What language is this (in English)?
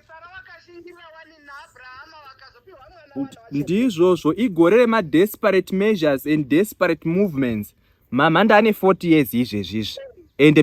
Shona